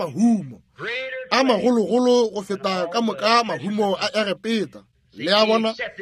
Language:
Northern Sotho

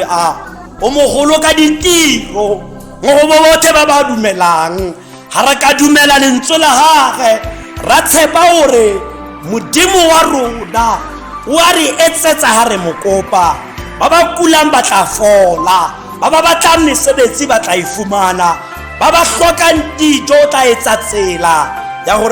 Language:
Tswana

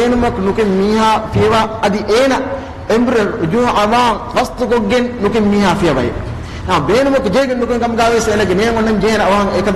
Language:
Divehi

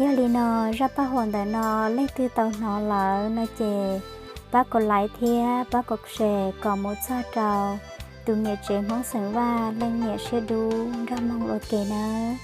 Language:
Hmong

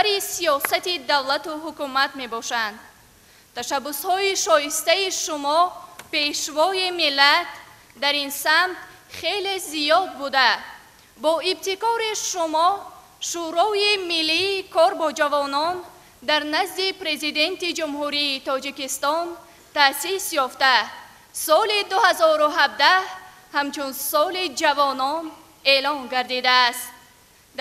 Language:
Tajik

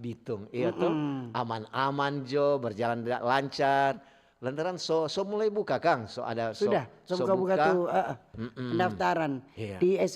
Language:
Manado Malay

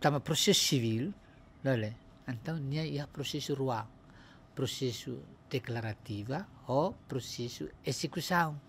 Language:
Tetum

